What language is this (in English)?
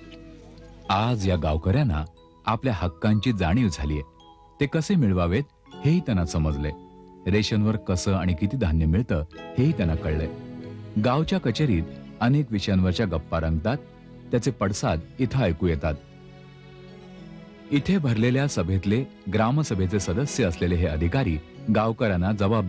Marathi